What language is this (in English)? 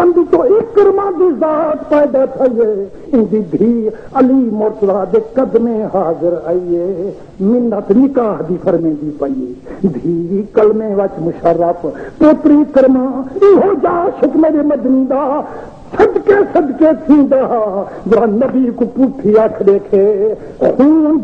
Saraiki